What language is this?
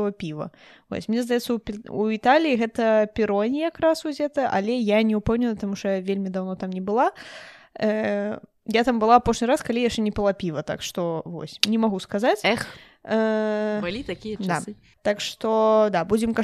Belarusian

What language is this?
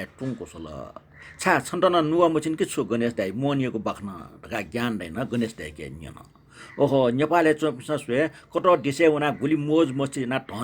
Newari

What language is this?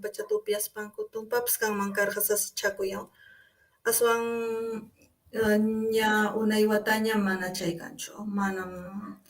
Ayacucho Quechua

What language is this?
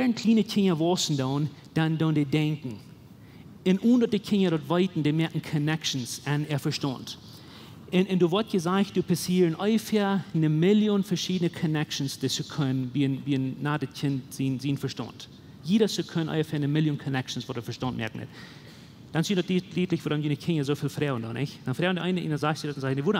Plautdietsch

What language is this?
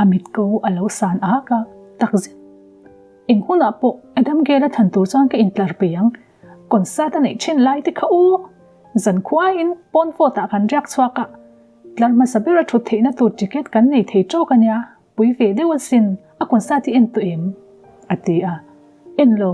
Mizo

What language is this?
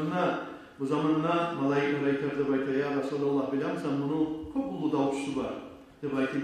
Kumyk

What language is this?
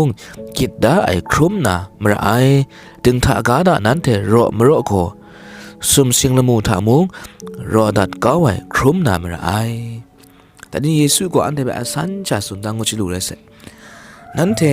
Kachin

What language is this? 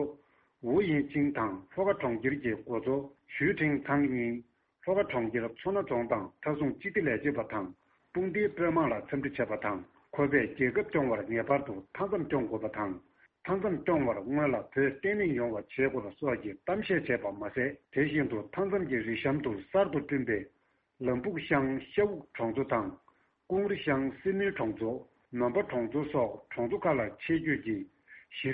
Tibetan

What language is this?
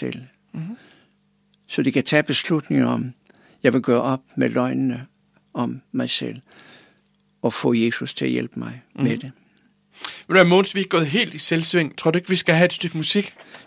Danish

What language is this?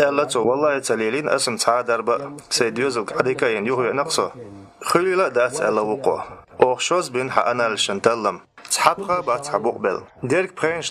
Chechen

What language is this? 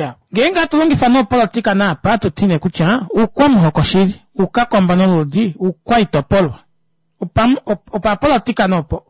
Kuanyama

